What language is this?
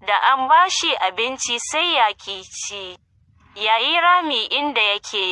Hausa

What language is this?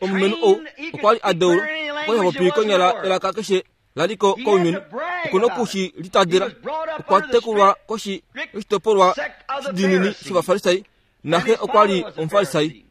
Kuanyama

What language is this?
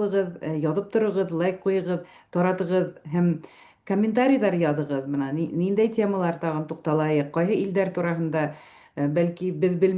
Bashkir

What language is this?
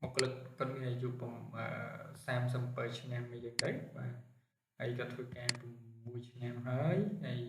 Khmer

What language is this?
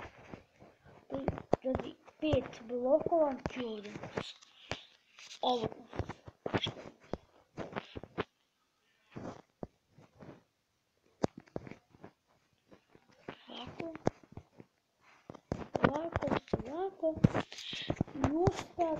Croatian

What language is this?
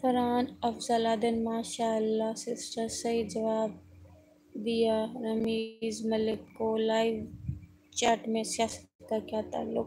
Saraiki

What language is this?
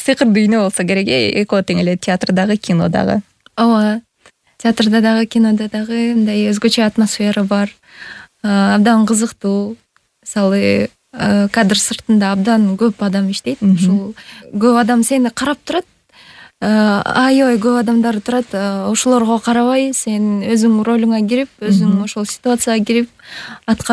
Kyrgyz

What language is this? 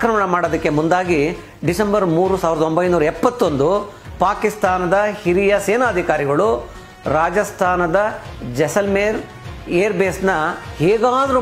Kannada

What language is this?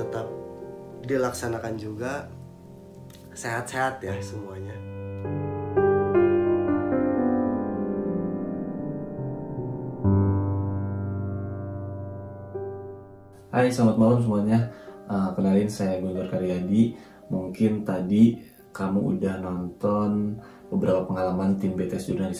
Indonesian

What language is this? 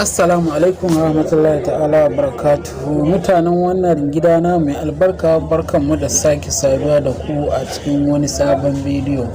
Hausa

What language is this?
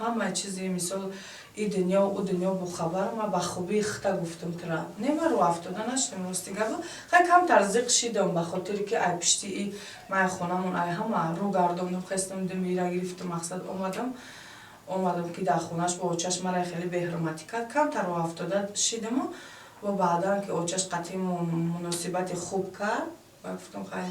Tajik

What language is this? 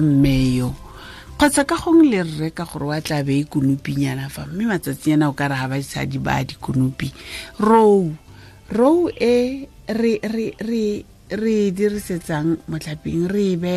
Tswana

